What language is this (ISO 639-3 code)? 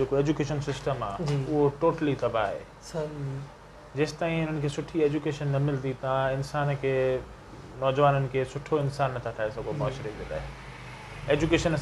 snd